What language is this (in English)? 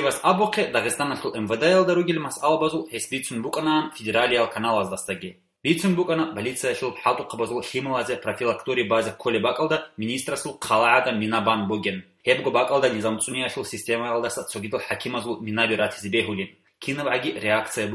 Avaric